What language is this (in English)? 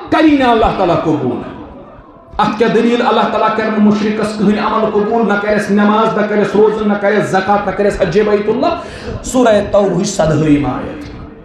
Kashmiri